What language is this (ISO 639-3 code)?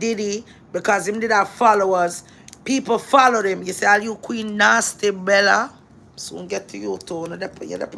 jam